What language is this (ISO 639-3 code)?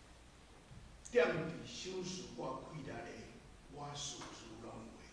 nan